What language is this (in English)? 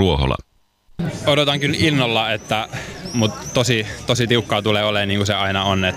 Finnish